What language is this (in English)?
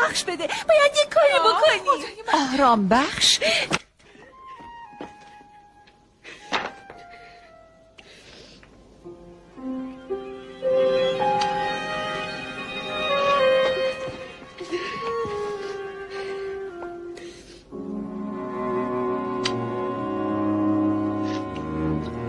Persian